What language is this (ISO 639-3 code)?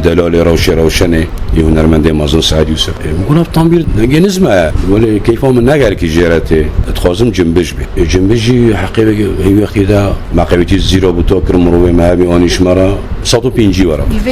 kur